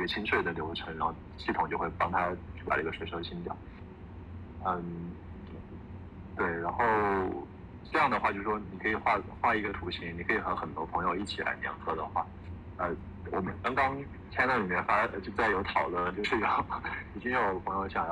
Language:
Chinese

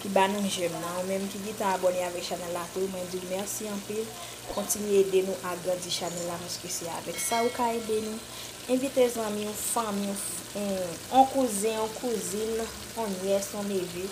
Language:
Haitian Creole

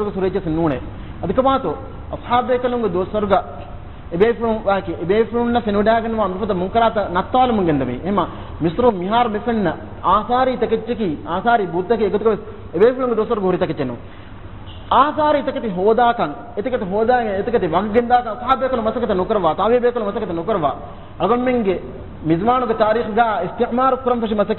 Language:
Divehi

